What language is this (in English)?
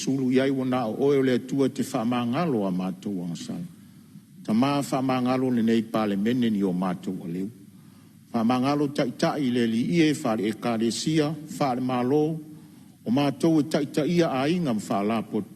Samoan